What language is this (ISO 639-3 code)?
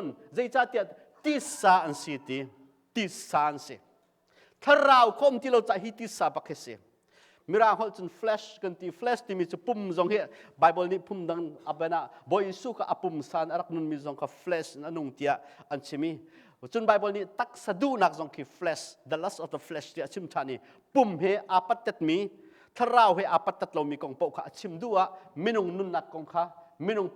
cnh